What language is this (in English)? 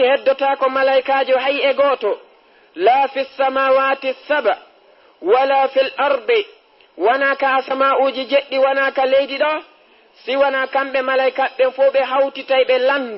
Fula